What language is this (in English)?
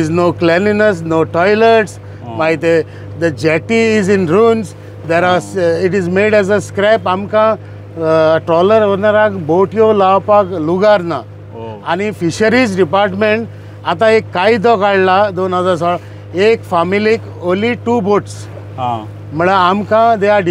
Konkani